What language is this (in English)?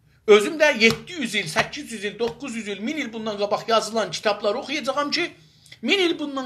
South Azerbaijani